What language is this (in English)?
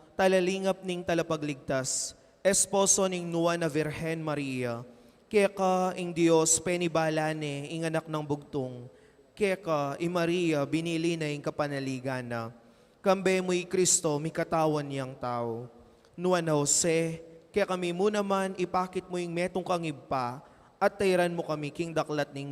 Pampanga